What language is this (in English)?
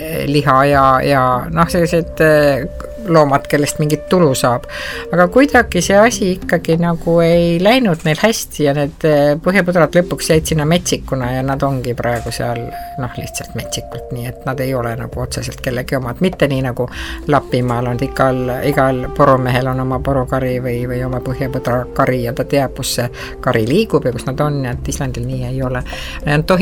Estonian